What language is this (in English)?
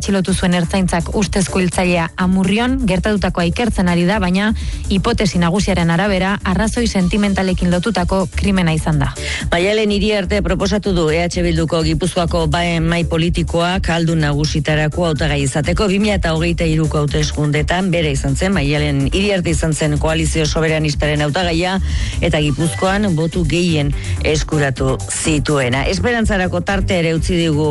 Basque